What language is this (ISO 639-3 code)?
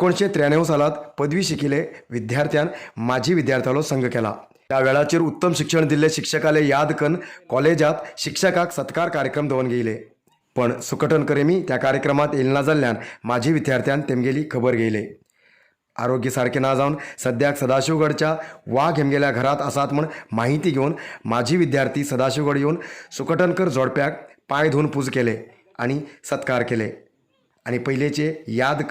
kok